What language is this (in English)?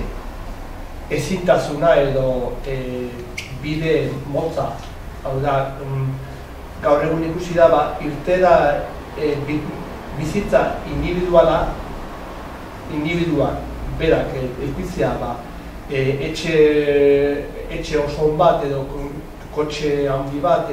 Basque